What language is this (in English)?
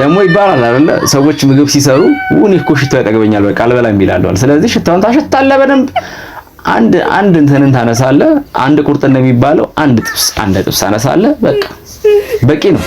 Amharic